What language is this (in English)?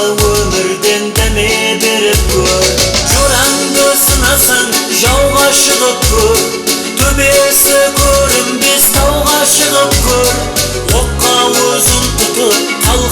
Kara-Kalpak